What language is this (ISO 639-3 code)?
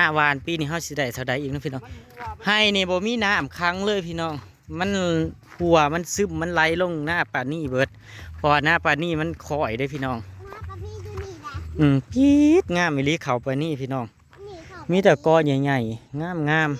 tts